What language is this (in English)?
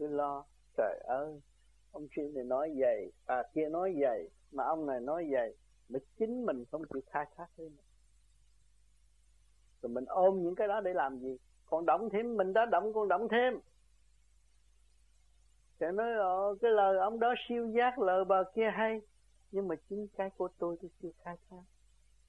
Vietnamese